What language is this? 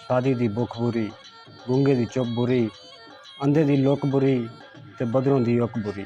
Saraiki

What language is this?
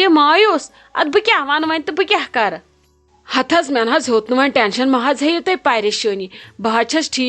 Kashmiri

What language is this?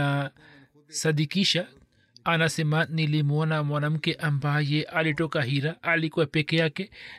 Swahili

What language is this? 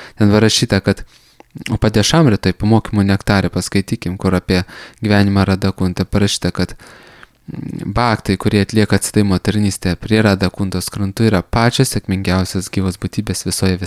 Lithuanian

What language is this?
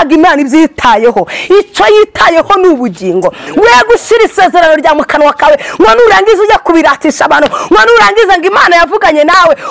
Kinyarwanda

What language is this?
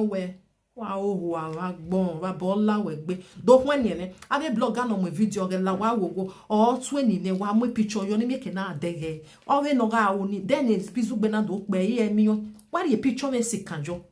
Nigerian Pidgin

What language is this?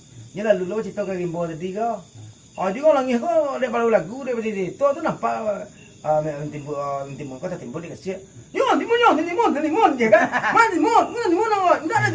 Minangkabau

